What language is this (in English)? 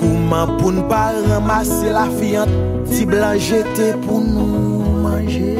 Haitian Creole